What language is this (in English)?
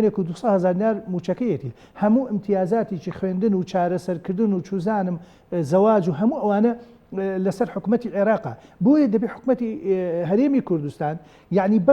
Central Kurdish